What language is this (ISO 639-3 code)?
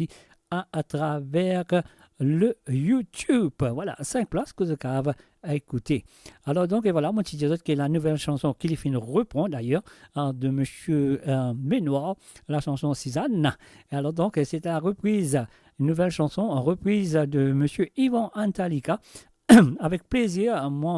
mfe